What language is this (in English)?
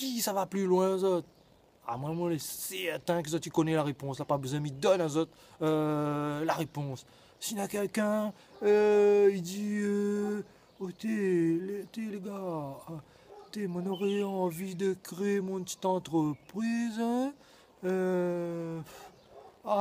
Réunion Creole French